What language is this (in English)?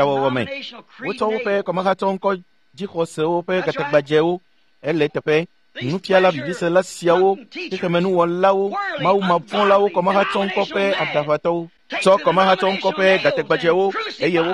Ewe